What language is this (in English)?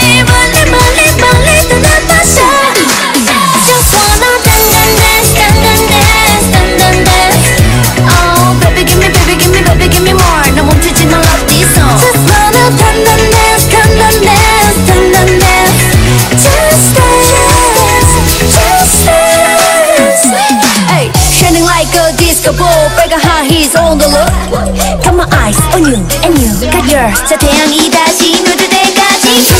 Korean